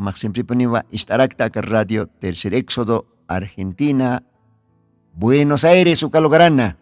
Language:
Aymara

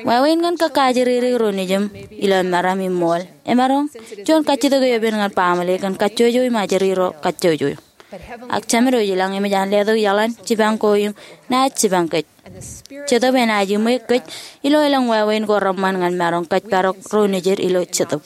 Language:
Marshallese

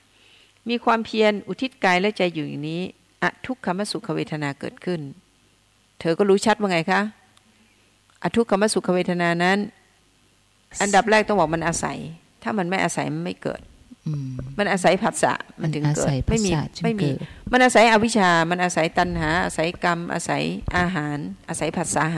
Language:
Thai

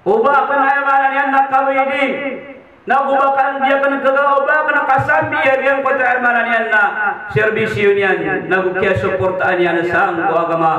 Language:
Maranao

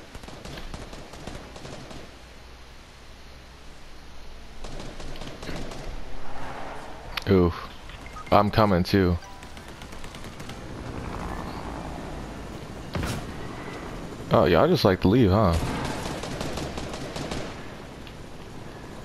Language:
English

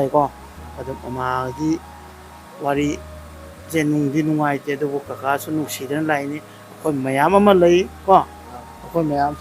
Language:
Manipuri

